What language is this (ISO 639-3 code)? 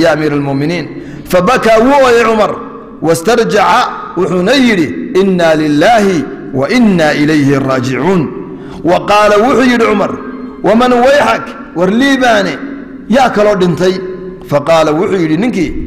som